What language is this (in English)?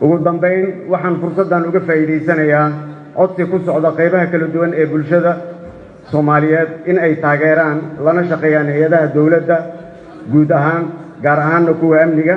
Somali